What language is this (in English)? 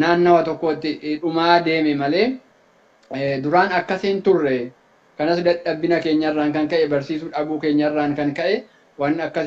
Oromo